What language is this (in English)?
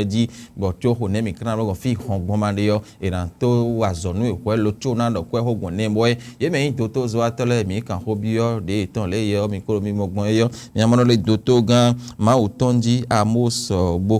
Fon